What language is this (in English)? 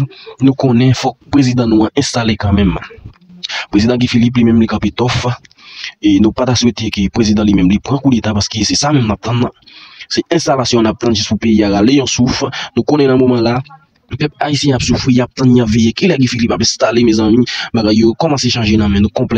Haitian Creole